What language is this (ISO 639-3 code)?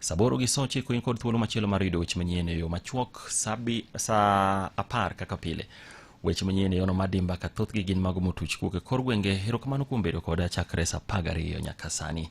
luo